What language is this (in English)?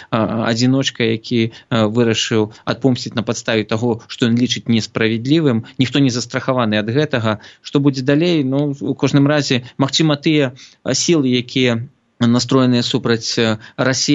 Belarusian